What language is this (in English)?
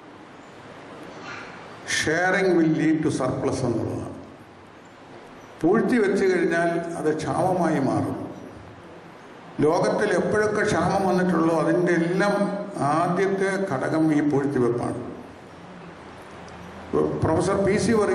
Malayalam